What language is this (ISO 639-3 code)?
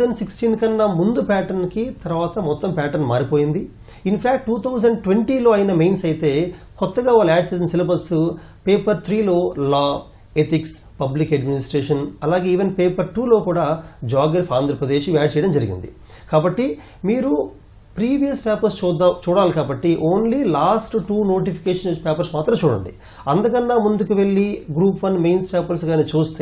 tel